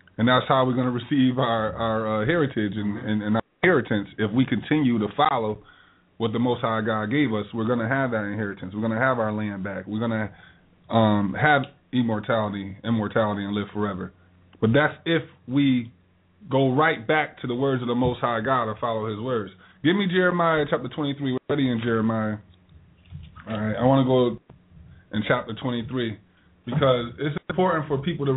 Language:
English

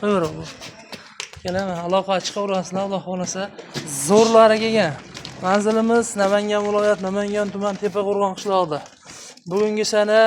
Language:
Uzbek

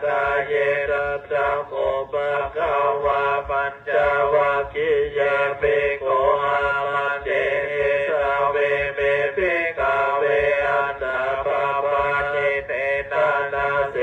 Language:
Pali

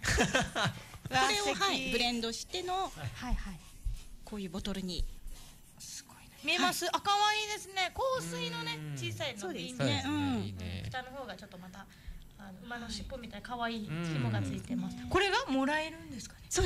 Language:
Japanese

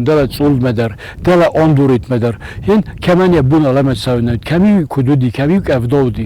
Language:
Ossetic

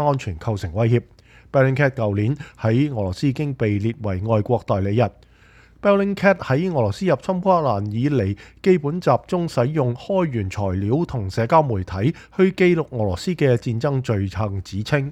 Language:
Cantonese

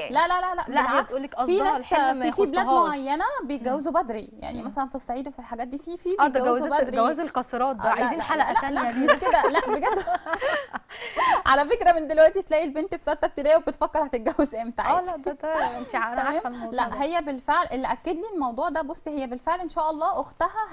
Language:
Egyptian Arabic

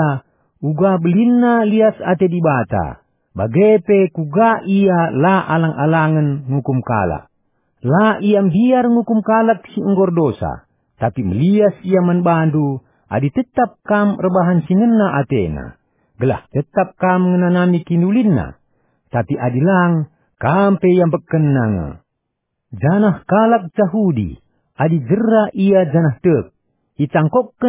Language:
Batak Karo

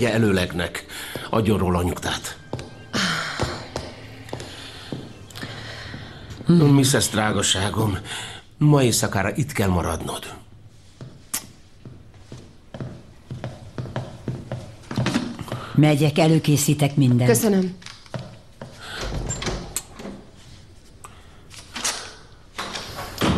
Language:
Hungarian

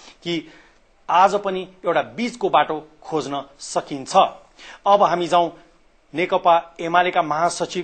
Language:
Nepali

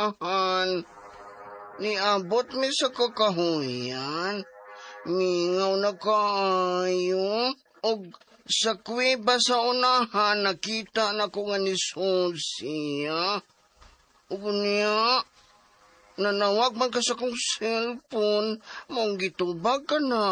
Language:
Cebuano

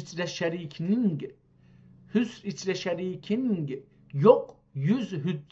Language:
South Azerbaijani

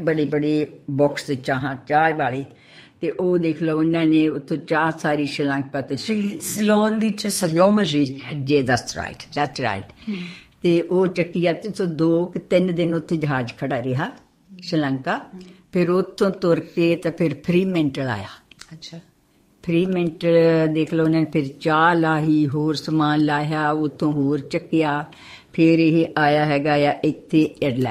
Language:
Punjabi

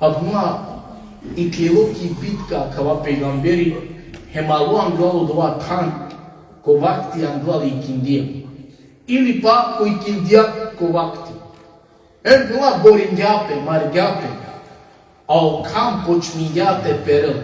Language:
Balkan Romani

